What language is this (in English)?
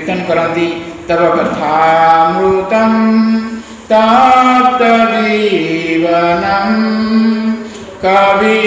Odia